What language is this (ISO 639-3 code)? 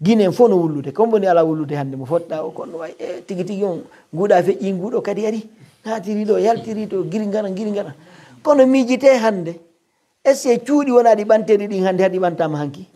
fuf